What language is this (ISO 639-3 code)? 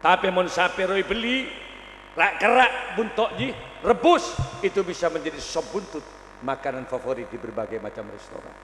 mad